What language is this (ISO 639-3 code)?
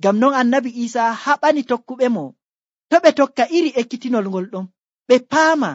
fuv